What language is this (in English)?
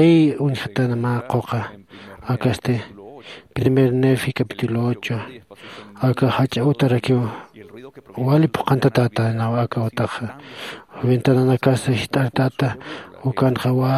Aymara